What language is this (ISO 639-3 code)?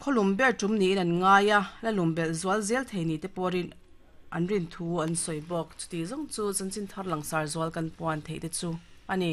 lus